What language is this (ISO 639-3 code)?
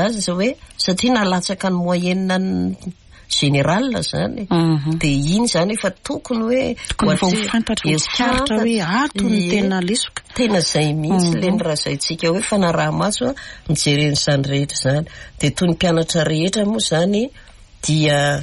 mlg